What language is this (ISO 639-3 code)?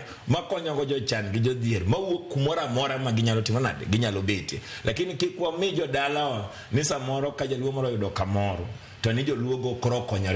luo